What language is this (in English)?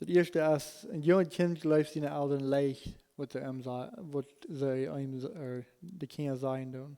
Plautdietsch